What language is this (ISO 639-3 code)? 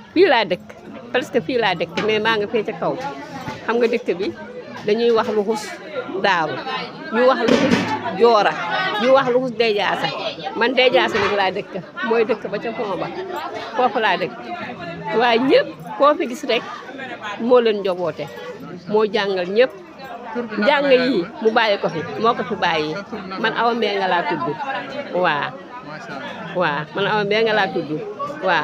wol